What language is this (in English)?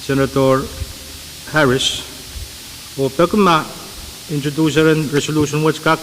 Pohnpeian